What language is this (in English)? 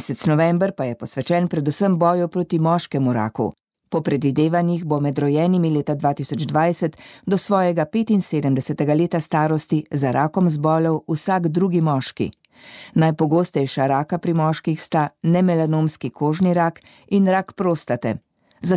Slovenian